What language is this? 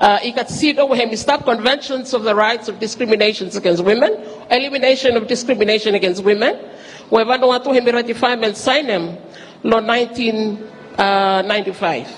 Bislama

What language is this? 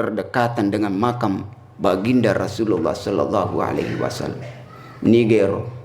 Buginese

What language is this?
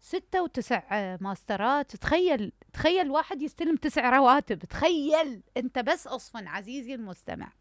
Mesopotamian Arabic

